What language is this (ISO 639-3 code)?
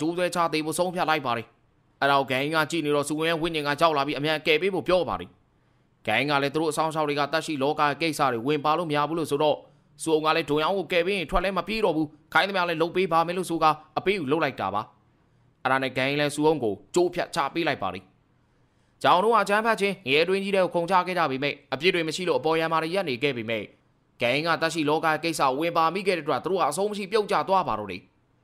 mya